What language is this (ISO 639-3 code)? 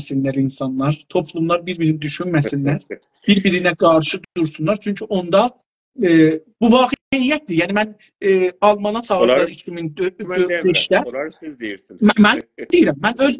azb